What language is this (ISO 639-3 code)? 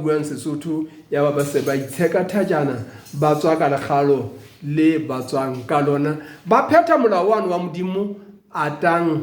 sot